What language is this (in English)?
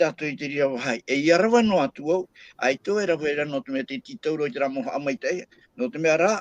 Tahitian